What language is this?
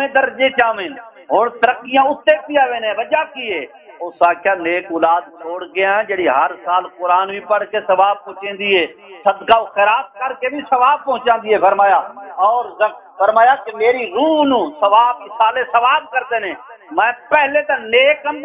Saraiki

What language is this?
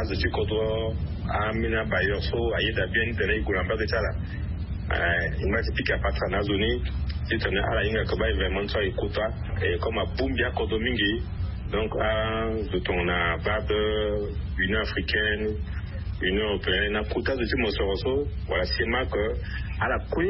Sango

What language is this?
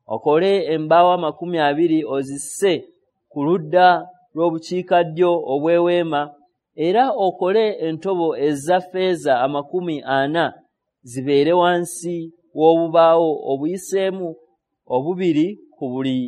Ganda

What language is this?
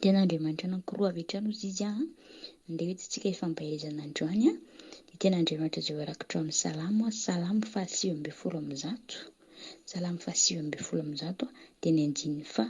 Malagasy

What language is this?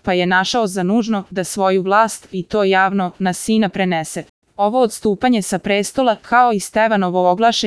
Serbian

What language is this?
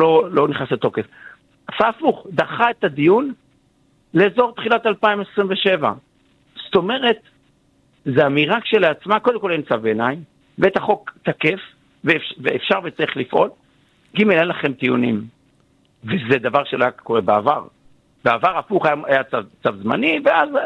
Hebrew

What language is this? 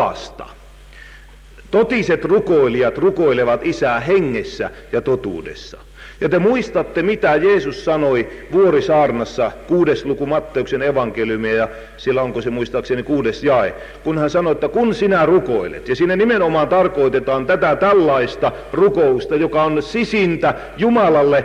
Finnish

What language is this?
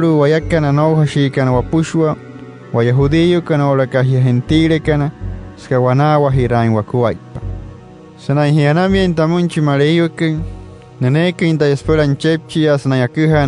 Wayuu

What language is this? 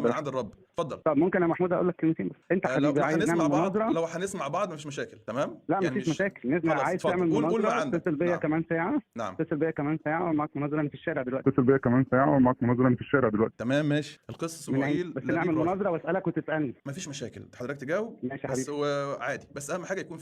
Egyptian Arabic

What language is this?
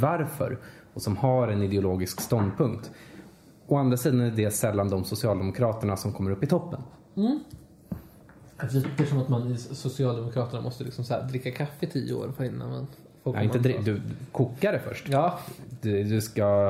Swedish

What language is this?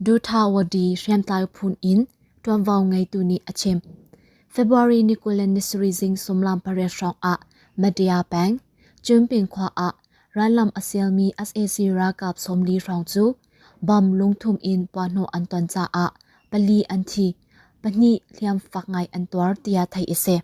Hakha Chin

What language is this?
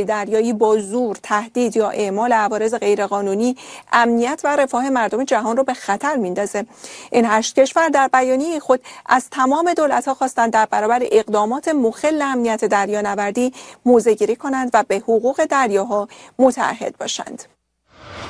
Persian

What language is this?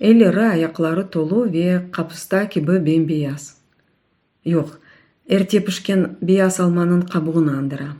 Crimean Tatar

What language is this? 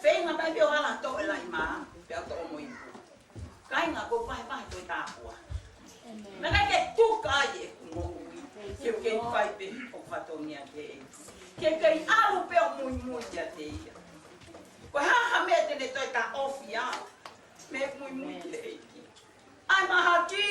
Tongan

